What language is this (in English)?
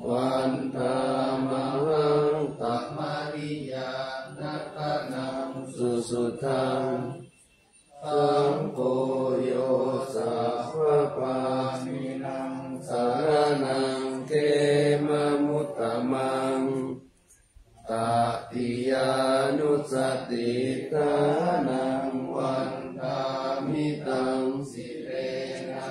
Pali